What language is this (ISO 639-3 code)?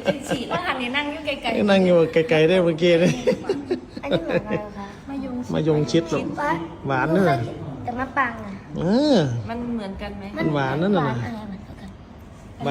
tts